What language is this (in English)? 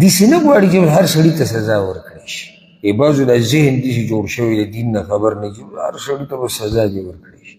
Pashto